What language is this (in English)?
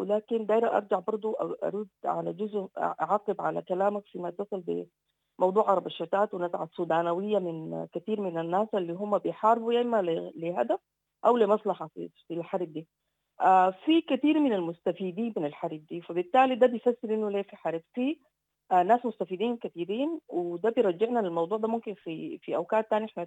Sudanese Arabic